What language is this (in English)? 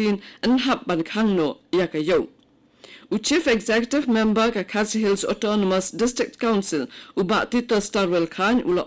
Khasi